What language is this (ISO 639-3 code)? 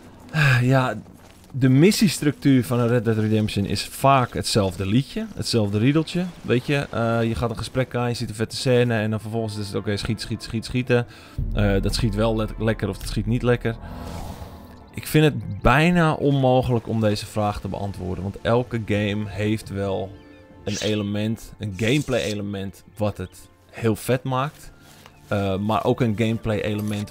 nld